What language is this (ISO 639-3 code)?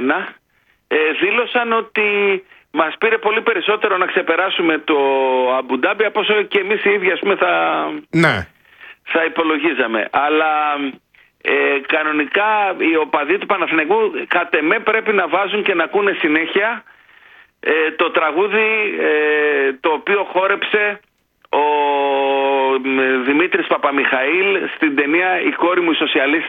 ell